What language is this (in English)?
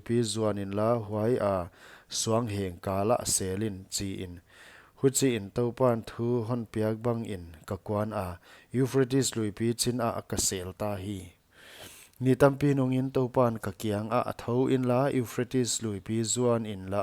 Paite Chin